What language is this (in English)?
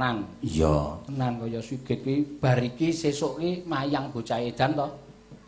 Javanese